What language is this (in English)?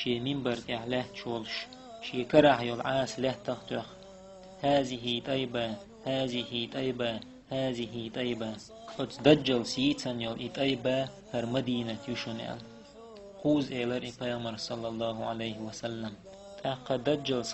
Chechen